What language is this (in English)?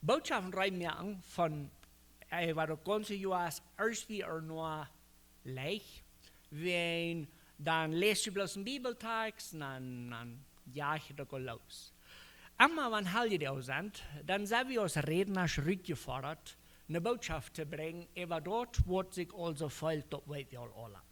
Plautdietsch